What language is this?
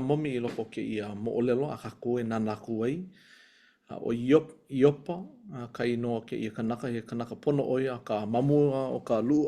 Hawaiian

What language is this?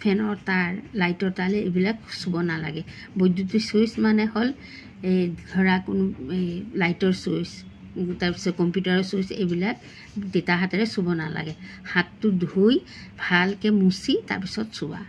Assamese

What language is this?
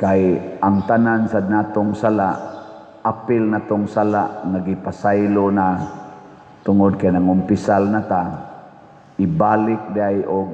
Cebuano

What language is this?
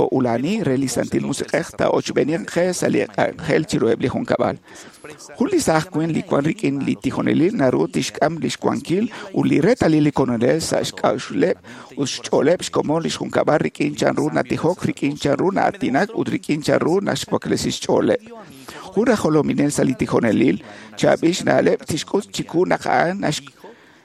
Kekchí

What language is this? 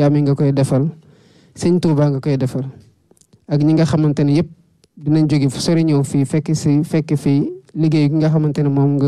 Wolof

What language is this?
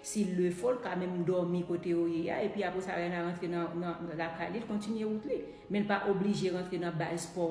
Haitian Creole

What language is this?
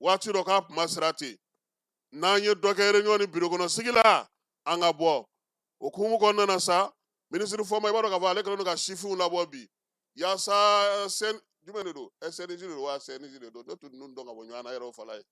Bambara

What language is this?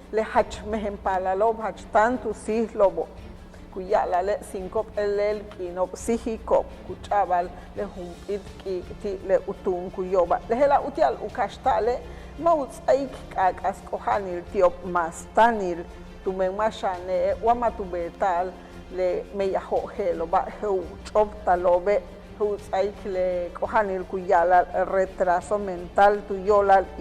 Yucateco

